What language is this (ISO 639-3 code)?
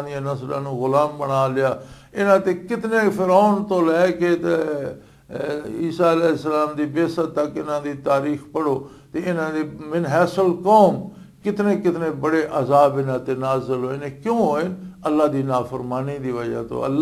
lah